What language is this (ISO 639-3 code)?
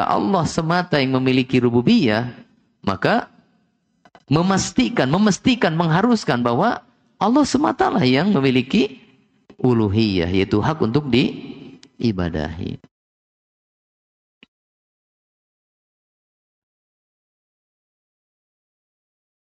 ind